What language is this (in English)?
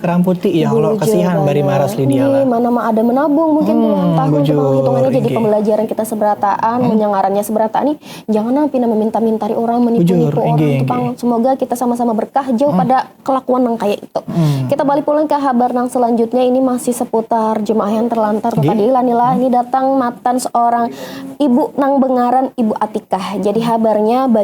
Banjar